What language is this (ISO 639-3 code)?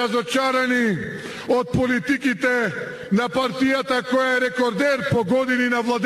mkd